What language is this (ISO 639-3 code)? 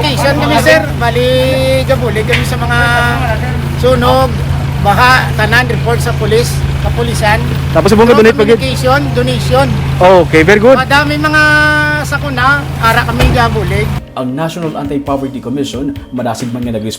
hil